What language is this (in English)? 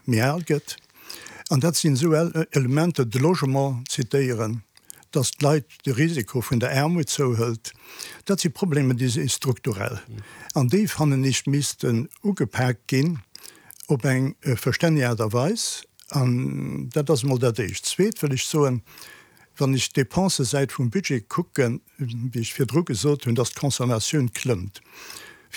Luxembourgish